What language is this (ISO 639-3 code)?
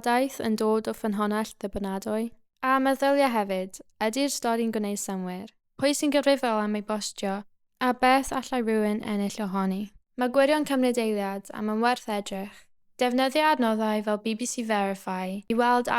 cym